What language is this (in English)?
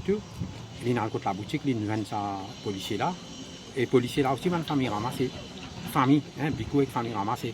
Morisyen